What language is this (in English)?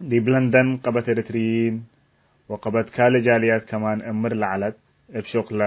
Tigre